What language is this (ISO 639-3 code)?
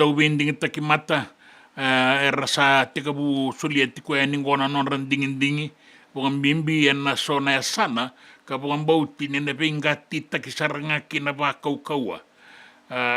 fij